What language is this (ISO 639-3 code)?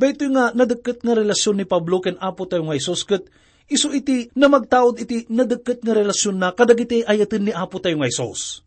ilo